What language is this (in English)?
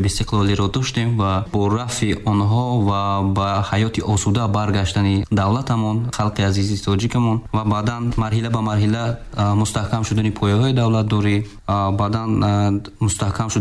Tajik